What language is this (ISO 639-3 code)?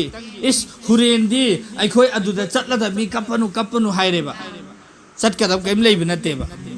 mni